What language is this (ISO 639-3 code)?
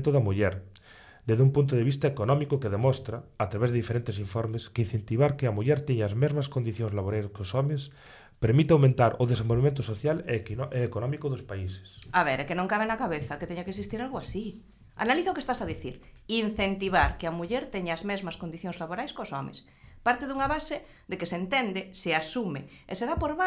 glg